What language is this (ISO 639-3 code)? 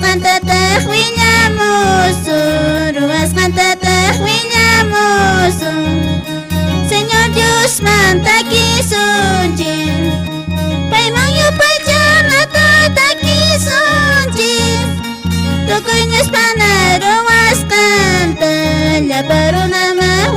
que